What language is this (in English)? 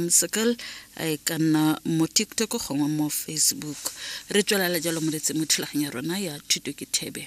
Tswana